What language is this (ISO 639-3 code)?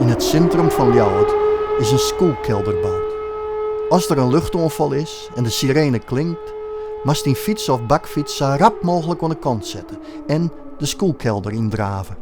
fry